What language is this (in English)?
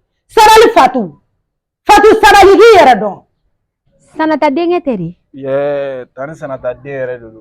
Bambara